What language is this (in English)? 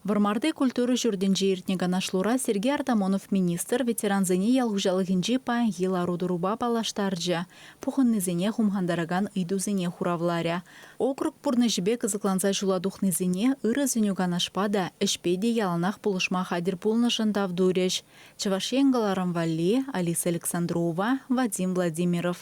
Chuvash